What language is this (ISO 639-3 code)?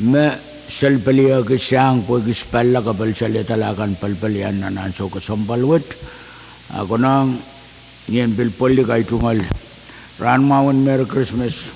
pon